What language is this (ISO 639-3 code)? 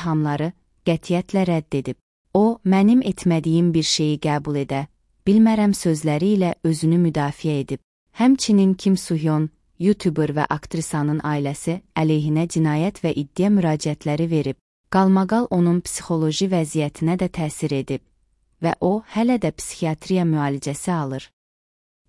aze